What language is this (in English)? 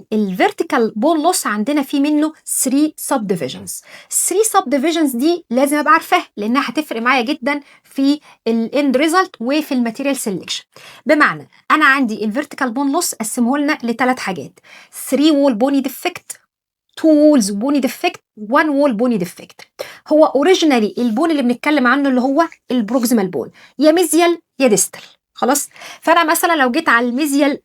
Egyptian Arabic